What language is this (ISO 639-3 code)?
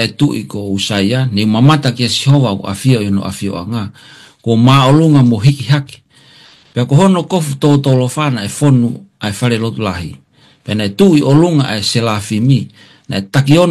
ton